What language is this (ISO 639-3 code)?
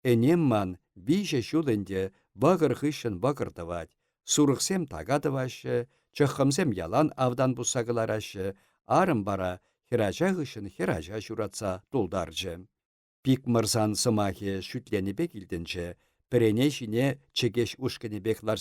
chv